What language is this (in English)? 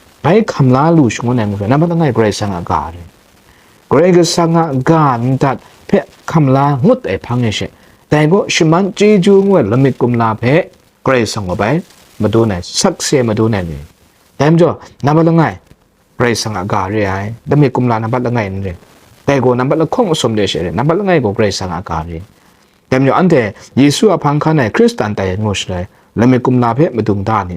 Kachin